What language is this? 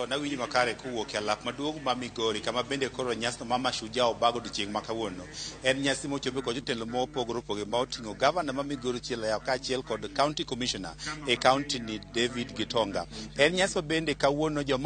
Luo (Kenya and Tanzania)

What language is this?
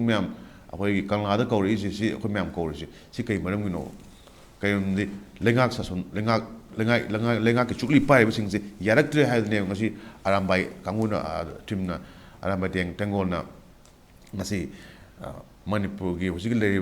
Manipuri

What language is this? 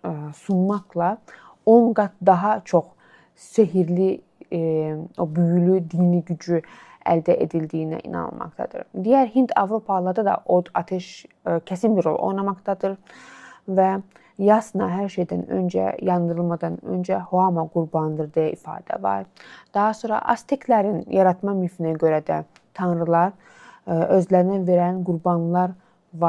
Azerbaijani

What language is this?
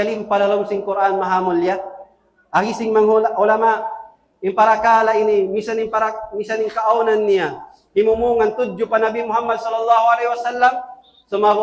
Tausug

